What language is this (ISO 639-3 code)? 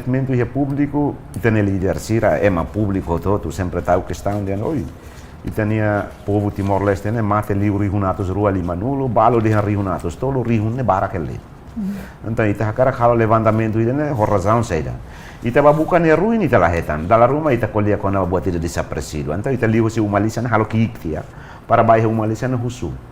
tet